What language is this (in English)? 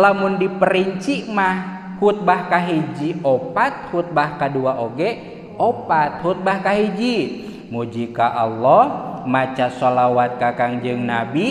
Sundanese